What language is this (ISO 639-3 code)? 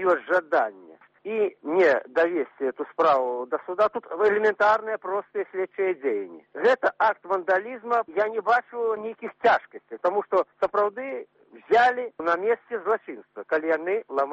bel